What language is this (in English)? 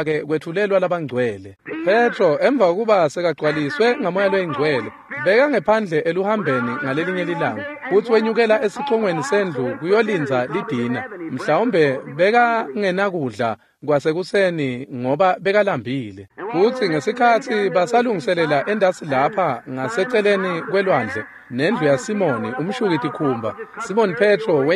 Swati